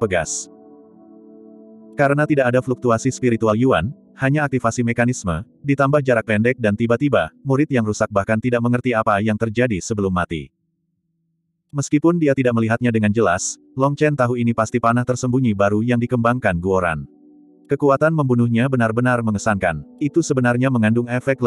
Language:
Indonesian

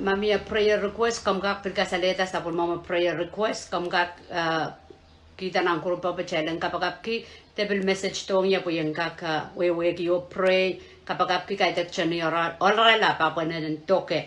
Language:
Pohnpeian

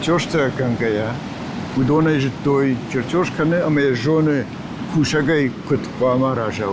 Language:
Ossetic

